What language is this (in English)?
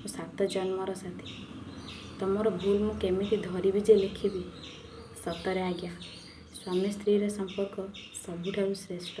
Odia